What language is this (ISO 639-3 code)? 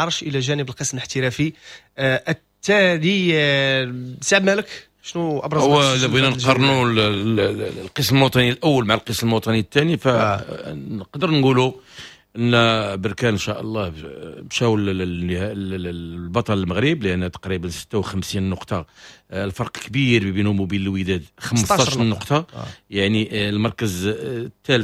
ary